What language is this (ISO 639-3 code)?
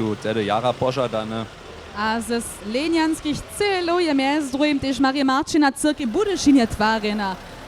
hsb